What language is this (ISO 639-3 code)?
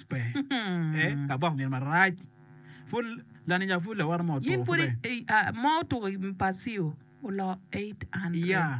ach